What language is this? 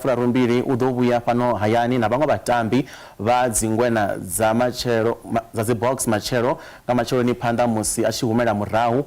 Venda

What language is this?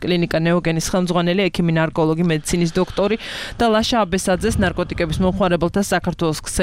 Georgian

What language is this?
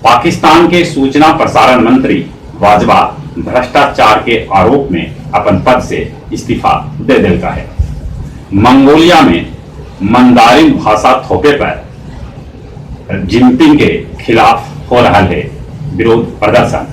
Magahi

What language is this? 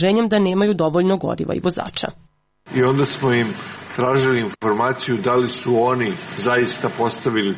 Serbian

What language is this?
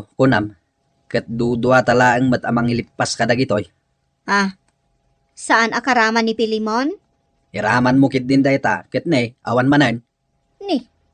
Iloko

